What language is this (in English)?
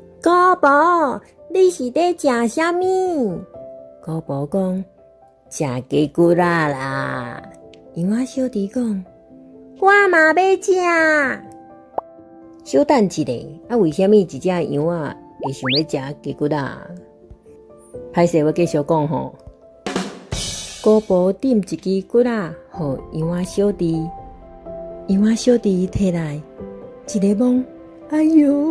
Min Nan Chinese